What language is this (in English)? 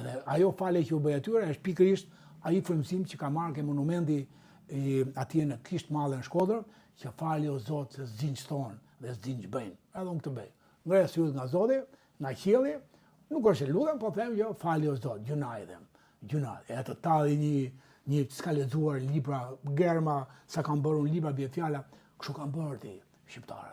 Albanian